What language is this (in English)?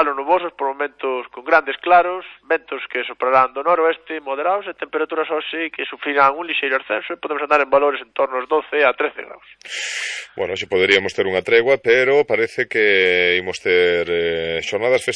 Galician